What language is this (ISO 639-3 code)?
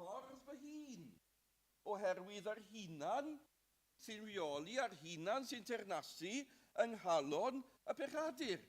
cym